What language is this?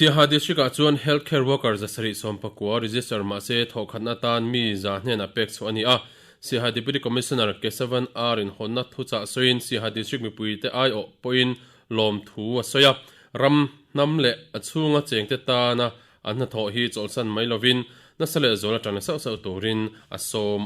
Mizo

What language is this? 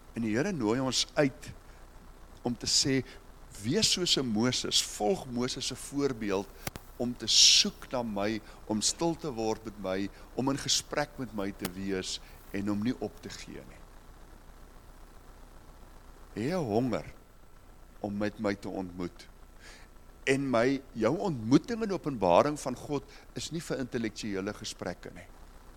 Afrikaans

